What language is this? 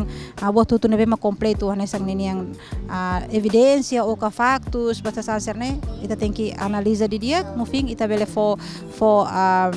Tetum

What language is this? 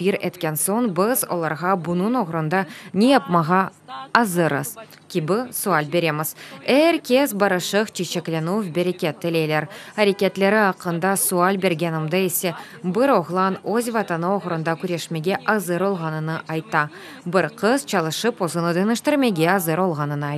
Crimean Tatar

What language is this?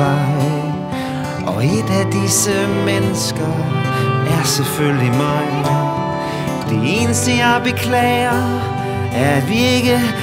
Danish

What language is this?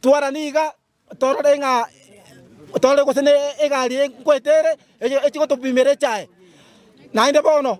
Gusii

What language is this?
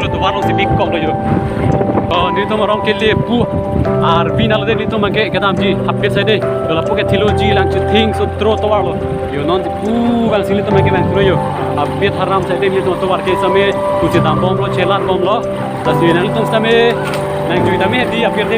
Karbi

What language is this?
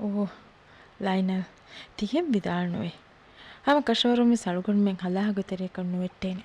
Divehi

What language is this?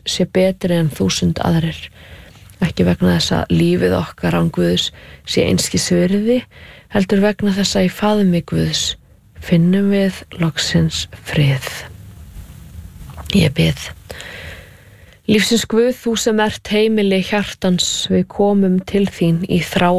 Icelandic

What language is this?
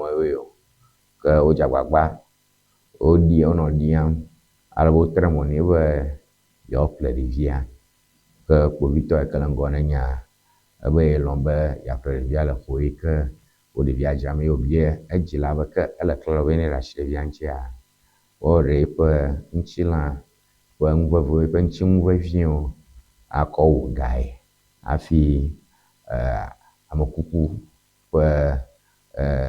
Ewe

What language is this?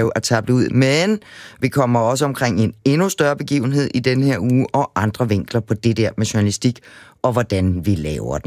Danish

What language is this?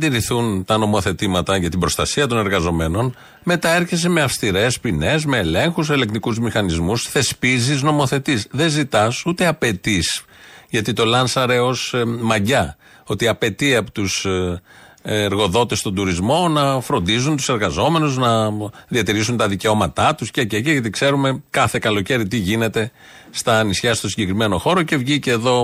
Greek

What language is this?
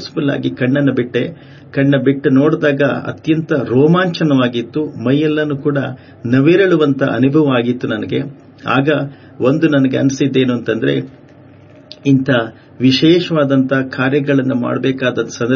Kannada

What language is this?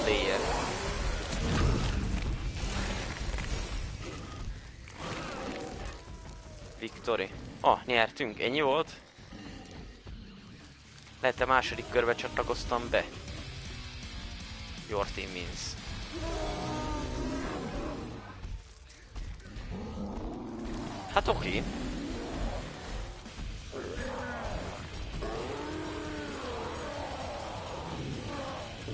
Hungarian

